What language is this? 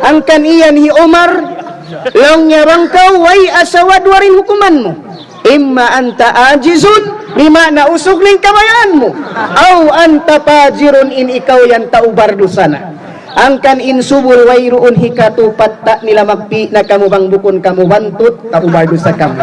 Tausug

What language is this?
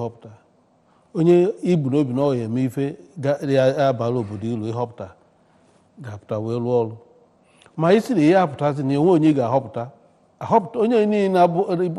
Igbo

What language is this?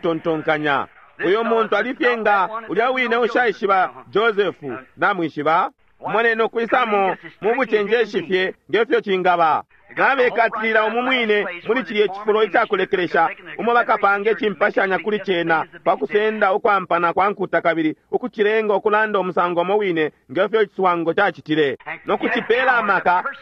Bemba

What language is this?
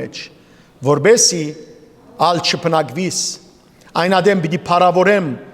Western Armenian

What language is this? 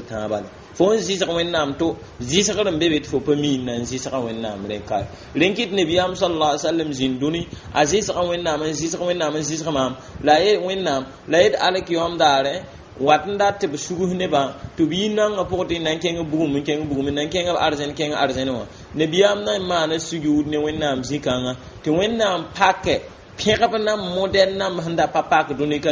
Mossi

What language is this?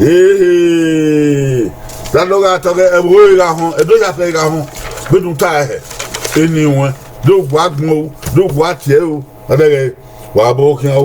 Bini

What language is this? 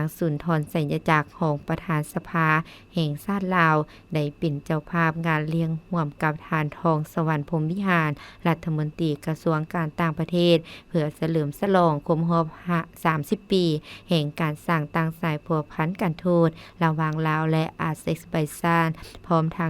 Lao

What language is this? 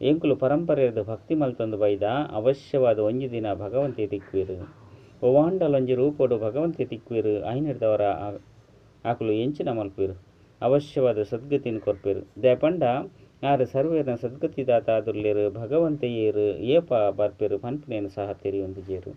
Tulu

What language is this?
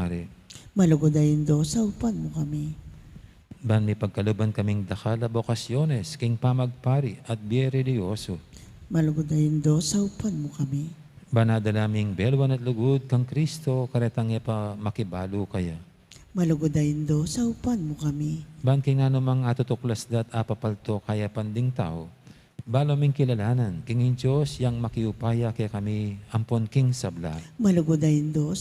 Pampanga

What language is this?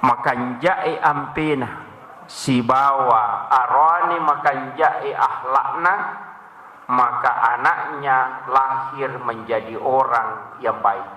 Buginese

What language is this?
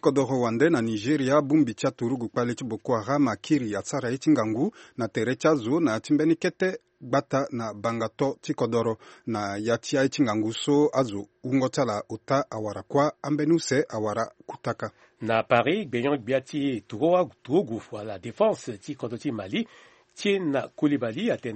Sango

